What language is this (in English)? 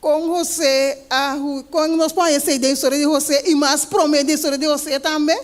Papiamento